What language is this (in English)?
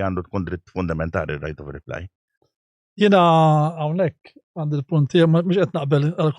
Maltese